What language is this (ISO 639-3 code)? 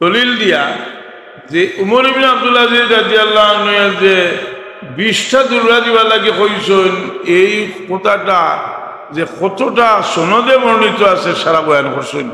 syl